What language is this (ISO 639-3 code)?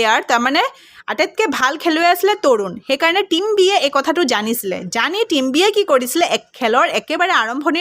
asm